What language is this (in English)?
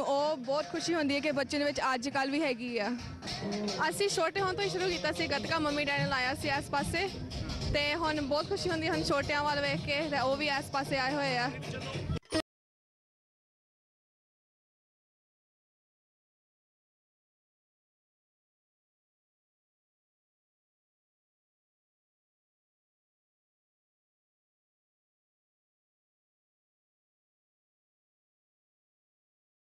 Punjabi